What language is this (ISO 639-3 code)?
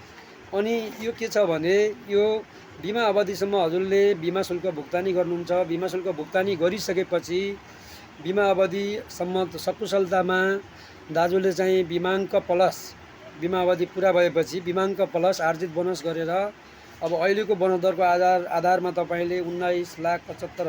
nep